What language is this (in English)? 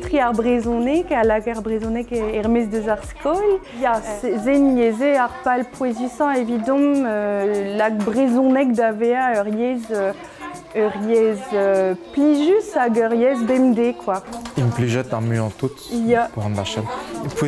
Breton